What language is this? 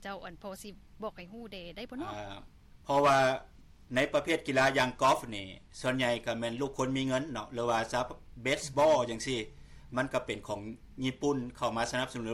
Lao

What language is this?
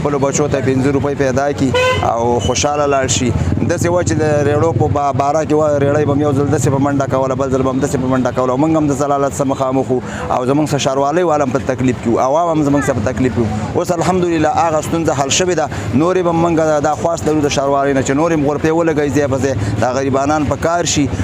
Pashto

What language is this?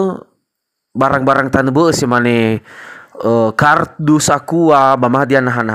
Nias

